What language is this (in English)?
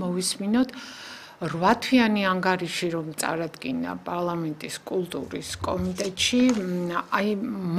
Georgian